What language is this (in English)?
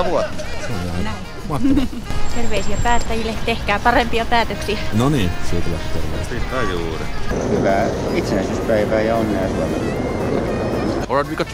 Finnish